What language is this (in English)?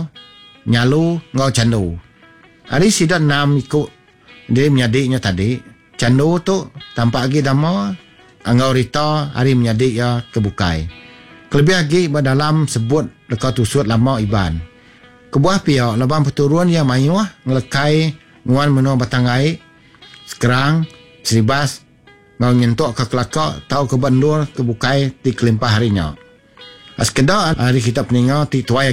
Iban